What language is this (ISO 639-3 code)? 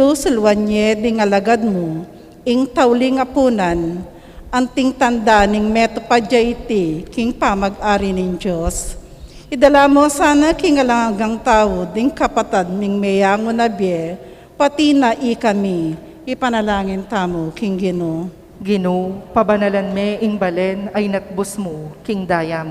pam